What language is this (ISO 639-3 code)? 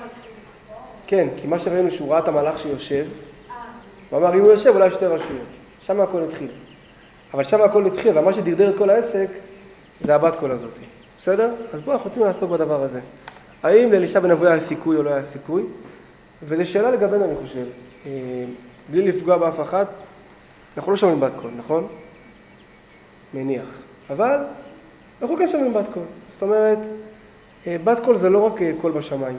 heb